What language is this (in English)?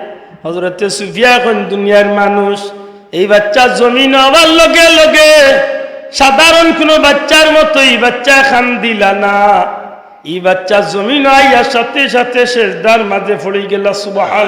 Sylheti